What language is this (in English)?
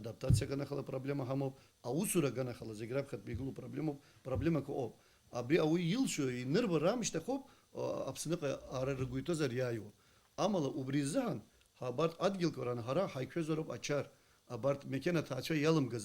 Abkhazian